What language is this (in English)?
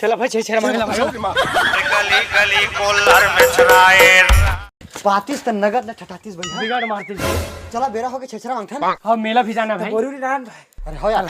Chhattisgarhi